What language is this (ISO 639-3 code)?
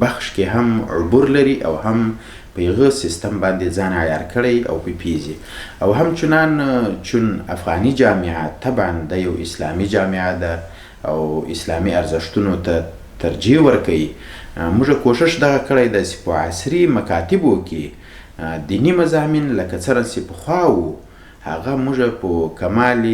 pus